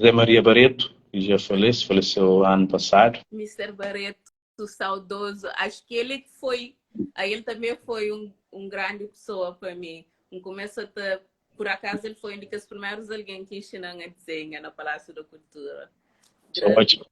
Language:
Kabuverdianu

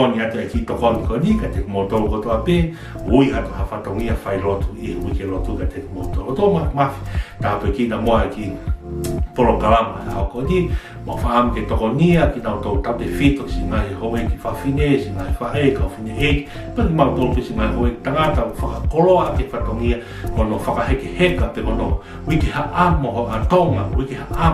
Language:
Tongan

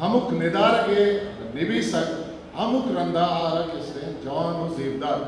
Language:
Eastern Balochi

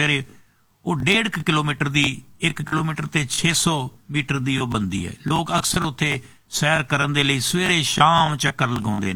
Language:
Punjabi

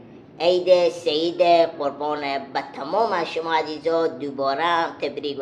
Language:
Hazaragi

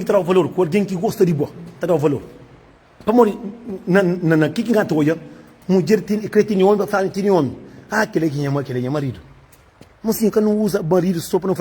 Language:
Kabuverdianu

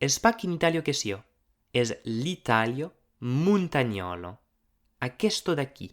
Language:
Occitan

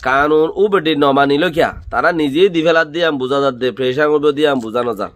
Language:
Rohingya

